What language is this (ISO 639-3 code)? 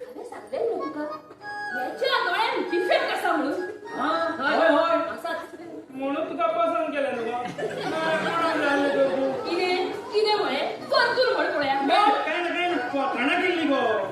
kok